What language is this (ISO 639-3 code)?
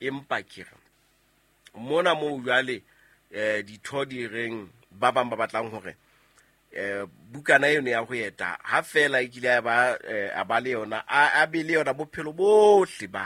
sot